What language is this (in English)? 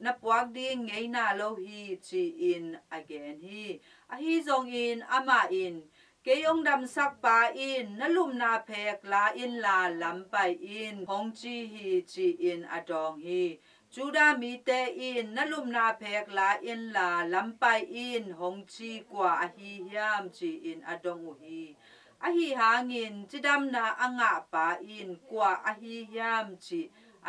Tedim Chin